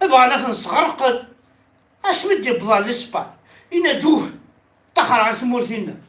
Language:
Kabyle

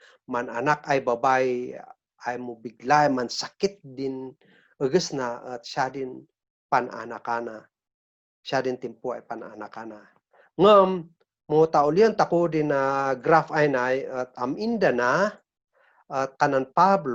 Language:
Kankanaey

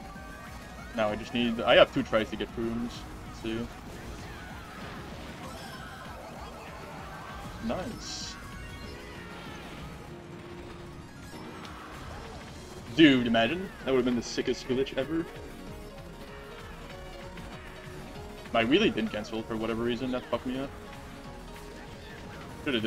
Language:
English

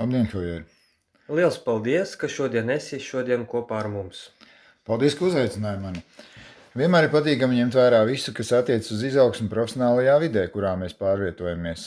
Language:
Latvian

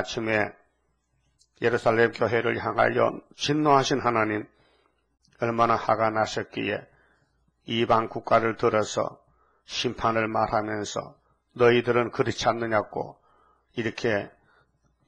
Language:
Korean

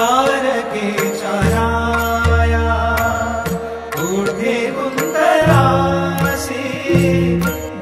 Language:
Marathi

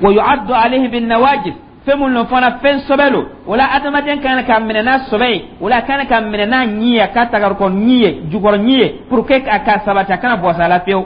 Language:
Dyula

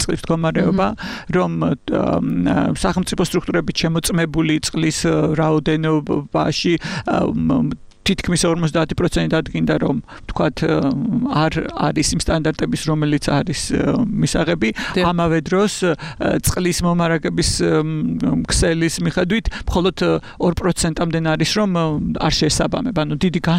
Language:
Georgian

